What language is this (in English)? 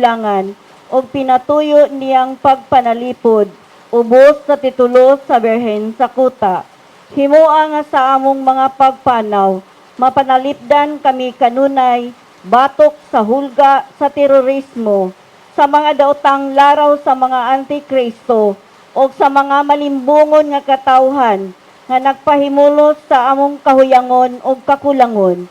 Cebuano